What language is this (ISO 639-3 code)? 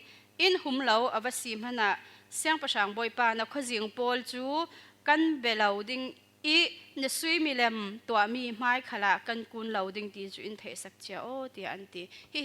cfm